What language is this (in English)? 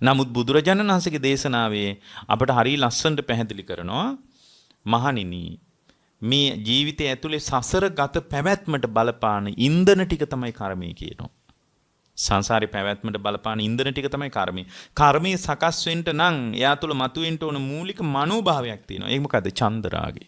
Sinhala